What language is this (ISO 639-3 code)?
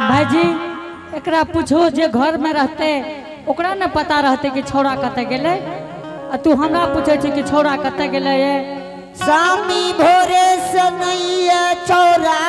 anp